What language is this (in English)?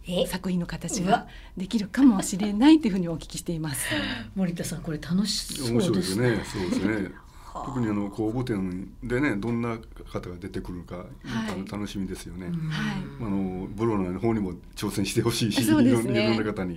Japanese